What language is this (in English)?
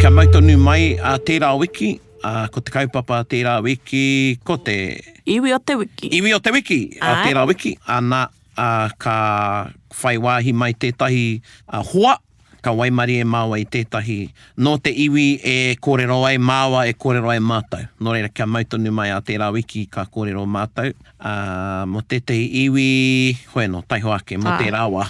Māori